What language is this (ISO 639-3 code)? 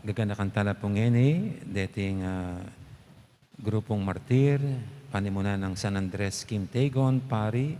pam